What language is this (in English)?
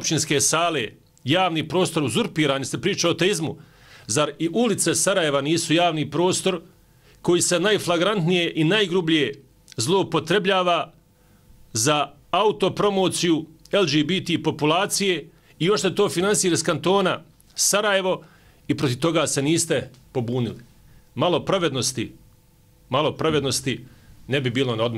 Bosnian